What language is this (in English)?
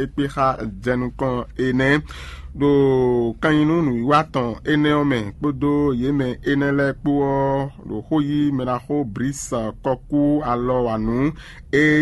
Fon